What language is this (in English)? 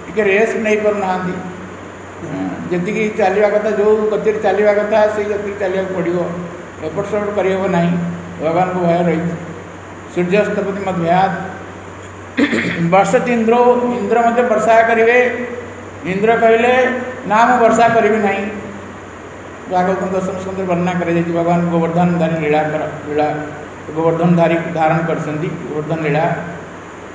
Odia